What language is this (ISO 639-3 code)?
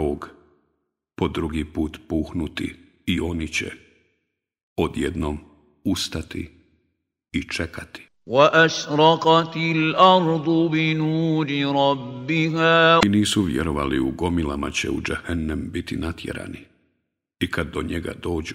bos